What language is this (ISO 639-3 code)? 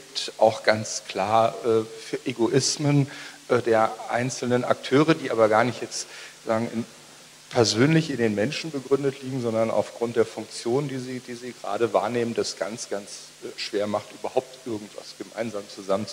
deu